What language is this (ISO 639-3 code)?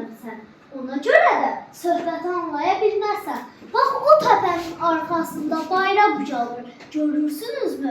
aze